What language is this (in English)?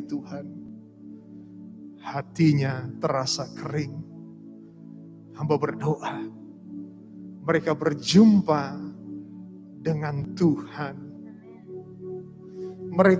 Indonesian